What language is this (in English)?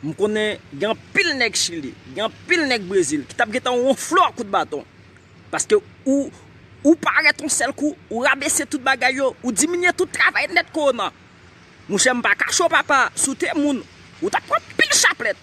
Haitian Creole